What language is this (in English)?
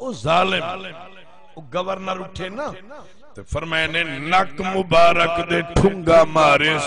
Saraiki